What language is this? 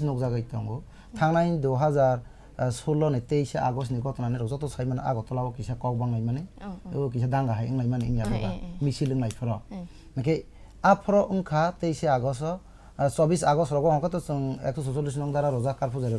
Kok Borok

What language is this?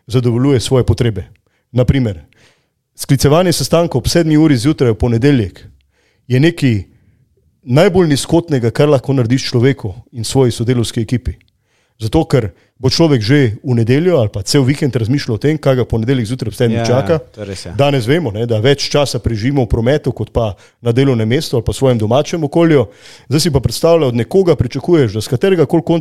Slovenian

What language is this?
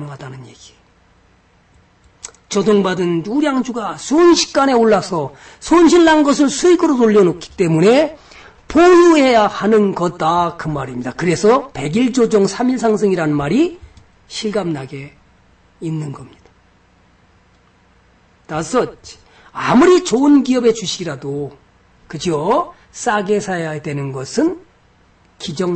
Korean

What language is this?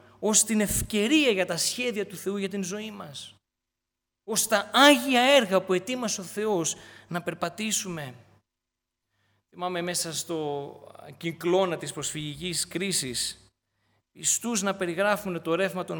Greek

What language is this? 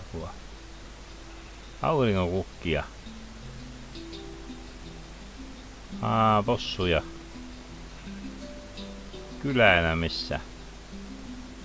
Finnish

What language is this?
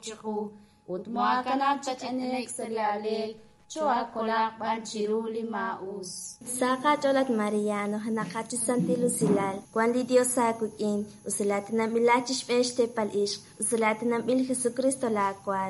Kekchí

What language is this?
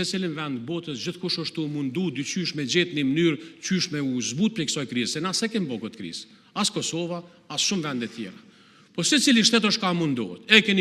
Albanian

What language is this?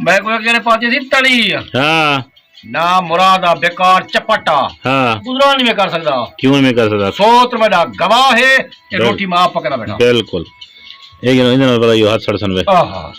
Saraiki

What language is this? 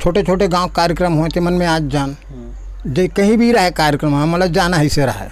Chhattisgarhi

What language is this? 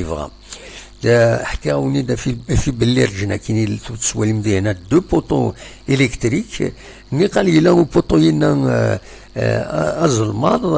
Kabyle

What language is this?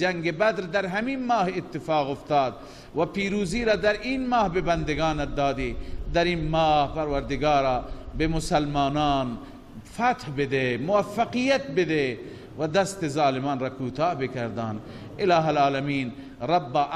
Persian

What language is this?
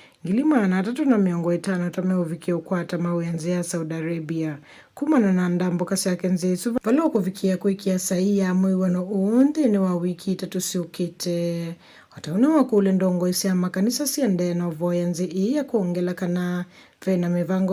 Kamba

